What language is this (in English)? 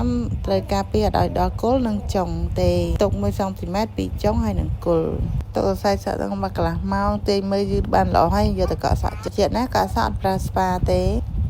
Khmer